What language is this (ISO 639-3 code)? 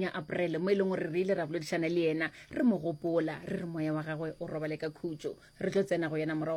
nso